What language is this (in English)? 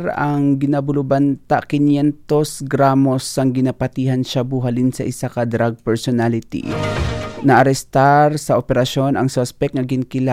Hiligaynon